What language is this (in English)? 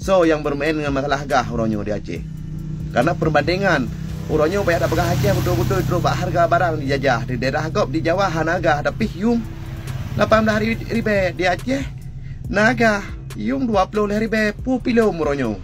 Achinese